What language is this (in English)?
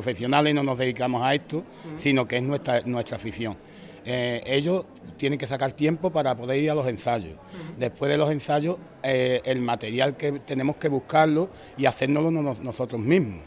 Spanish